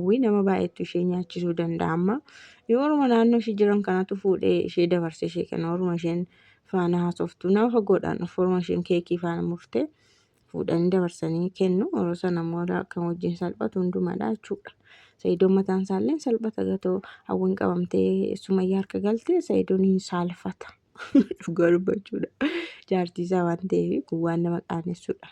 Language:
Oromo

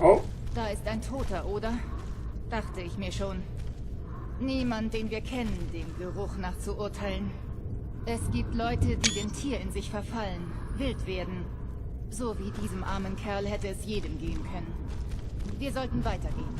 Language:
Swiss German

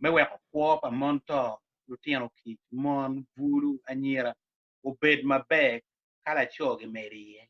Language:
Acoli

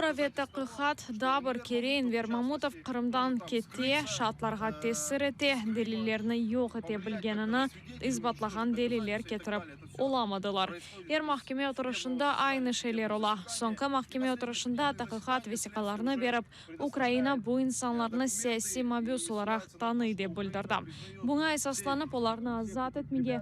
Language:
Crimean Tatar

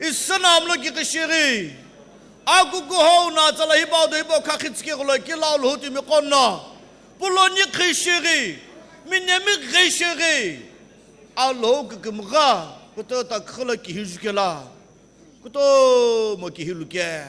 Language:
Sumi Naga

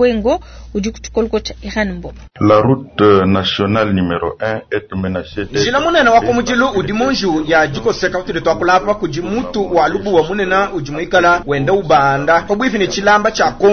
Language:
Luba-Lulua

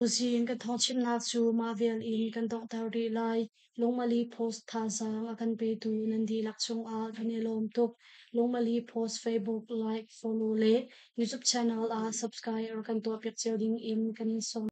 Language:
Hakha Chin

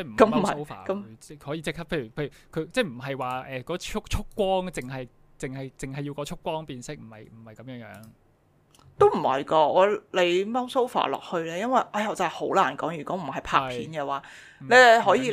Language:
Cantonese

